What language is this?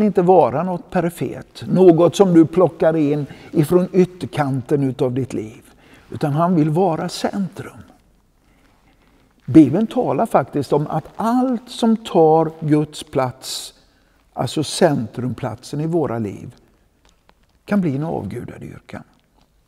Swedish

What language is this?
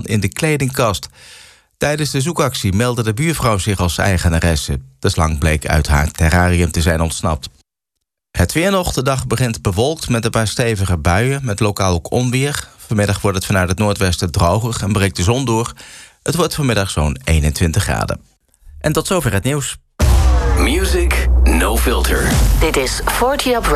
Dutch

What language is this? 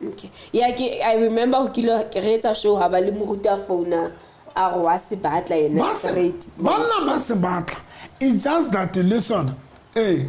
Southern Sotho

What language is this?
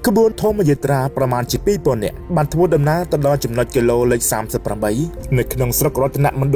Khmer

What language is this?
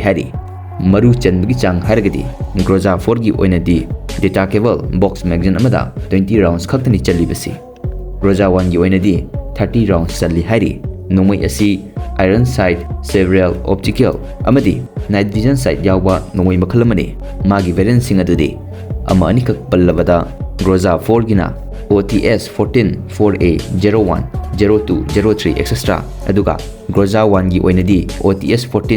Manipuri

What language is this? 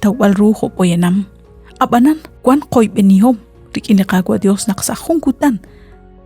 Kekchí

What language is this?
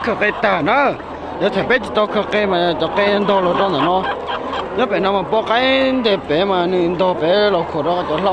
Hmong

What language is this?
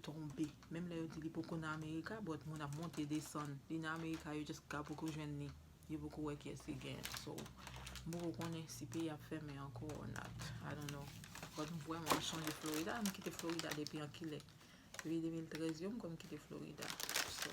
Haitian Creole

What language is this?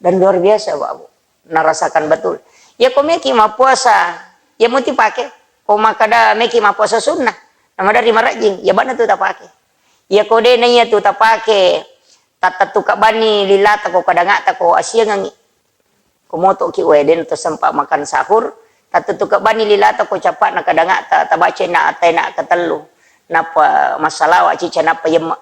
Buginese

